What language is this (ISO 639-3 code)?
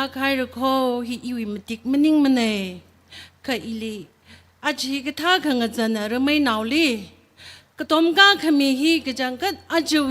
nmf